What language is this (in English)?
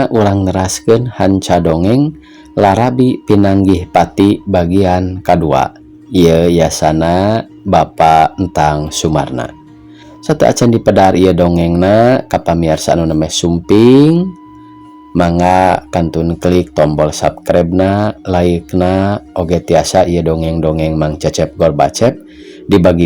Sundanese